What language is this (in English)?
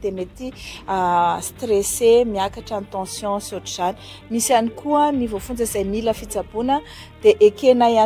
Malagasy